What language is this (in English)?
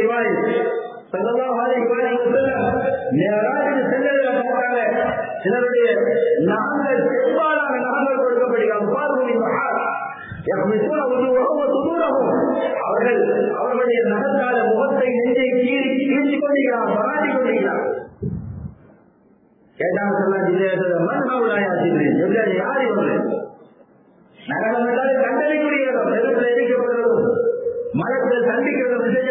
Tamil